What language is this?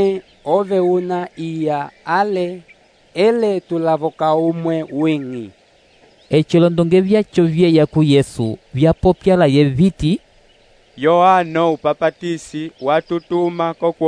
Umbundu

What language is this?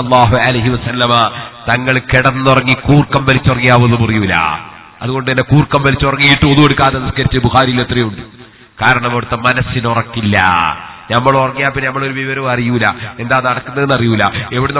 Malayalam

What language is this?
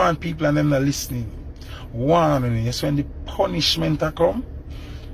Jamaican Creole English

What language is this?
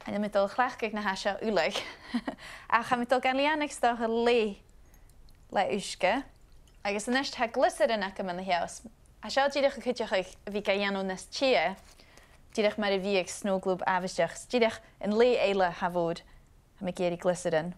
Scottish Gaelic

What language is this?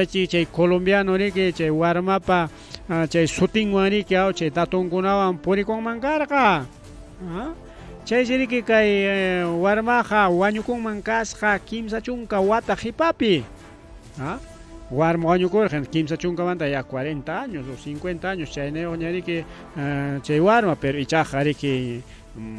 Ayacucho Quechua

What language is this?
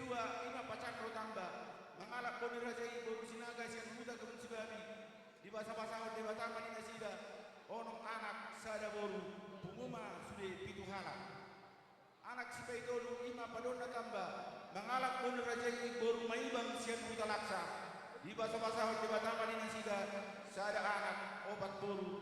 Batak Toba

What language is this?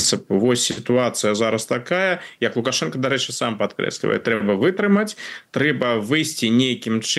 Belarusian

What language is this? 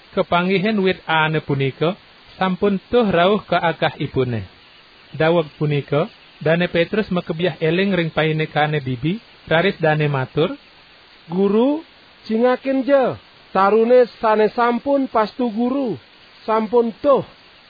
Balinese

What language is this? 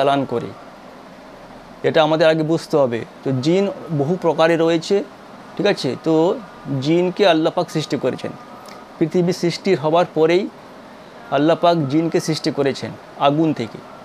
Bangla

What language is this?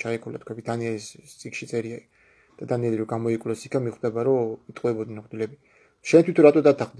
Georgian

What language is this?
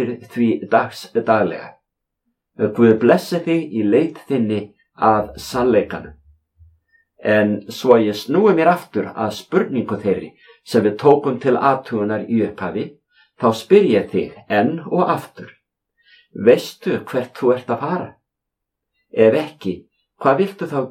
Icelandic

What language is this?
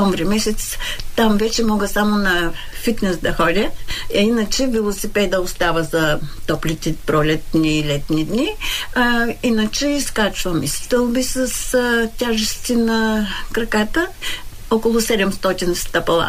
Bulgarian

